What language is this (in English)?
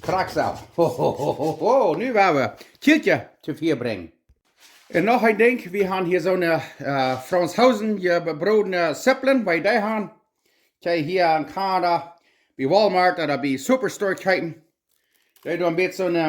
Plautdietsch